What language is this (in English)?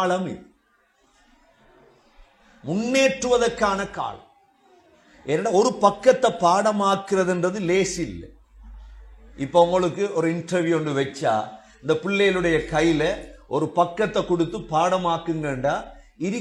Tamil